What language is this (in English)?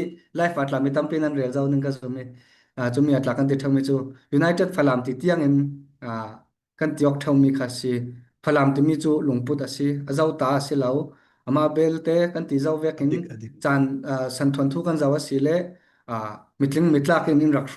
Falam Chin